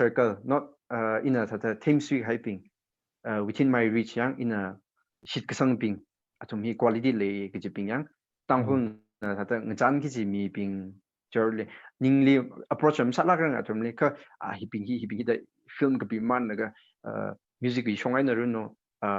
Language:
Tangkhul Naga (India)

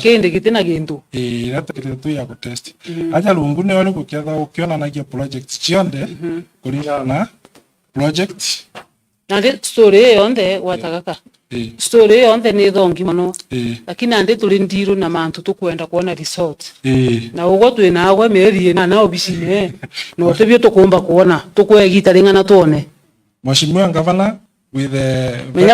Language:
Meru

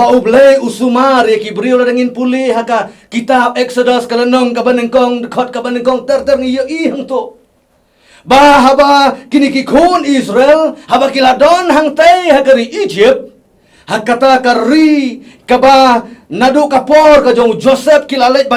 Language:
Khasi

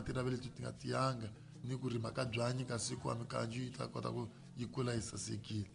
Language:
Tsonga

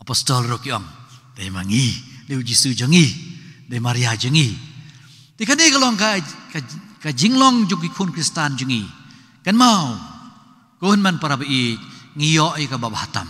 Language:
Khasi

